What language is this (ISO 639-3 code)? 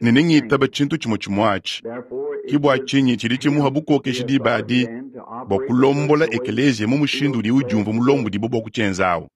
lua